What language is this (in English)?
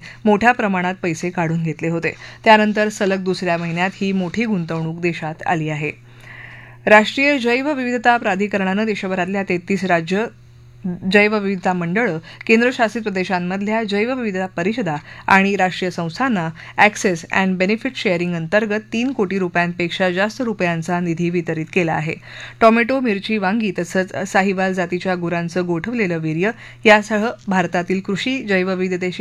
Marathi